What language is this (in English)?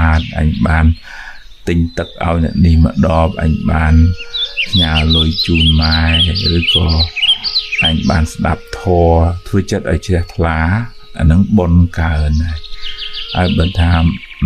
Khmer